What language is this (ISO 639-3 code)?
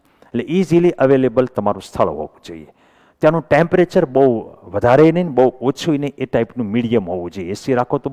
guj